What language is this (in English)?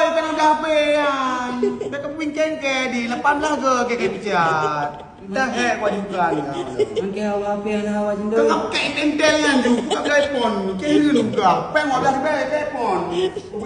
Achinese